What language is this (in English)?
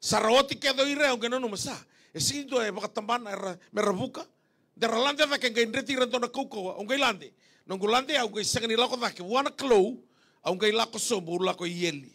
Fijian